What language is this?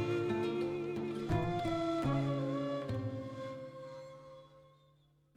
Greek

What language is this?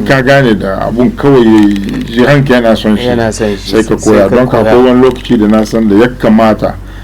Hausa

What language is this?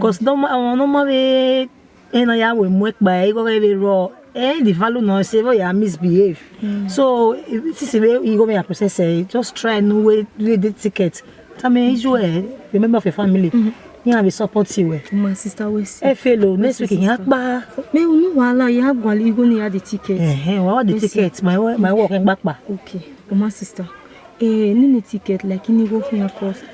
Bini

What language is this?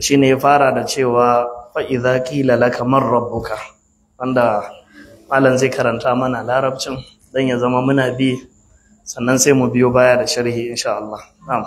Hausa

